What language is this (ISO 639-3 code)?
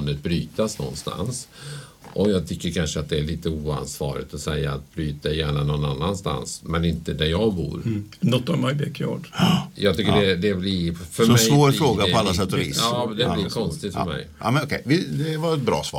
swe